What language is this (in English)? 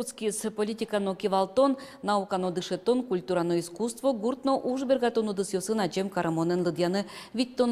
Udmurt